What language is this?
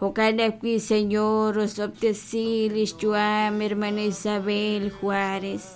Kekchí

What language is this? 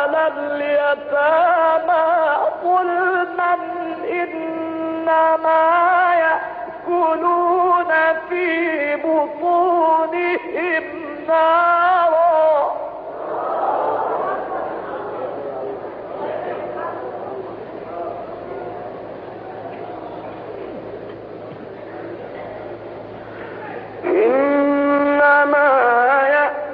Arabic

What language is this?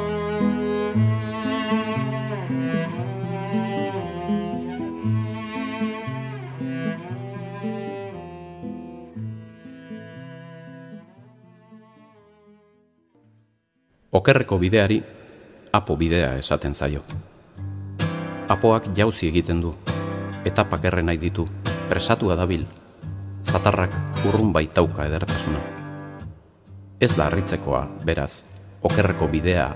Basque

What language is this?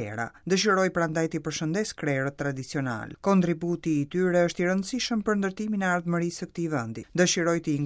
Albanian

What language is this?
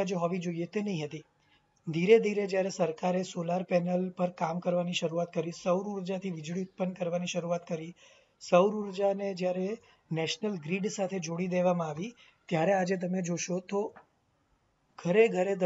Gujarati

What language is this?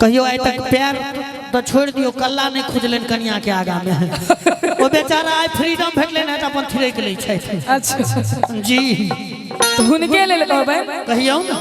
Maithili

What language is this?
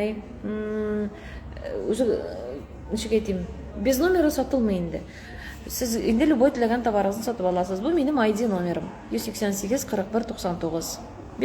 Tatar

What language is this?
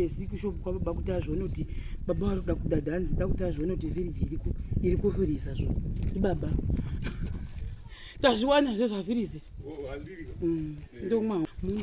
Shona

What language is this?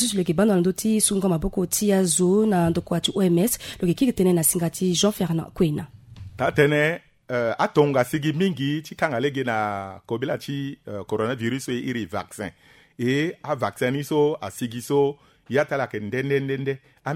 Sango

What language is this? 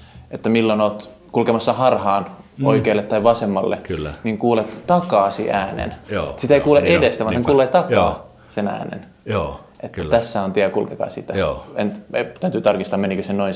Finnish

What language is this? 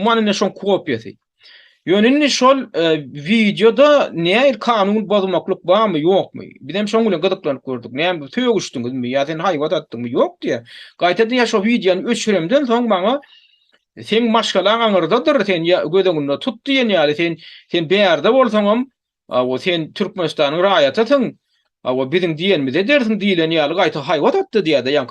Turkmen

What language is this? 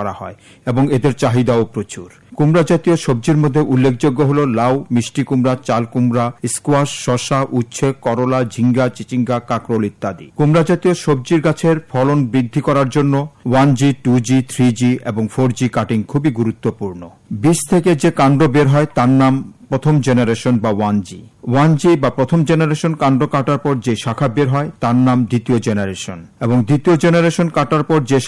Bangla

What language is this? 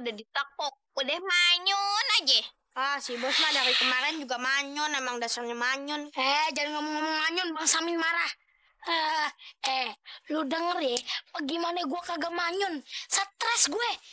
Betawi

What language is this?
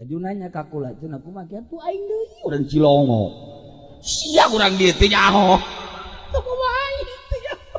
Sundanese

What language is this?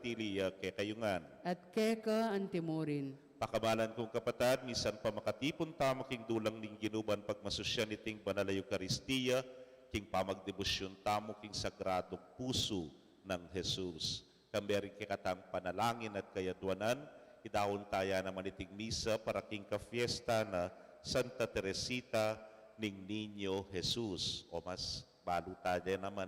Pampanga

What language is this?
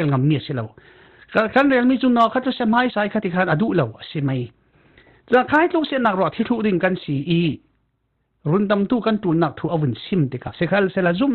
Falam Chin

